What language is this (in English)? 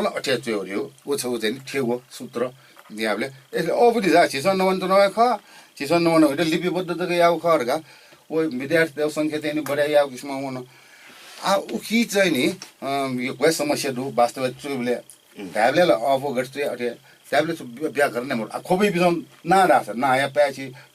Newari